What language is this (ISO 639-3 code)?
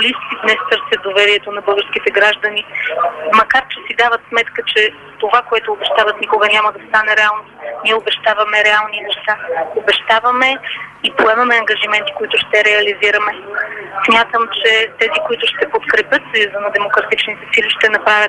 bul